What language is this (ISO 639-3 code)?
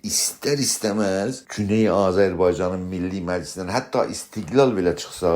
azb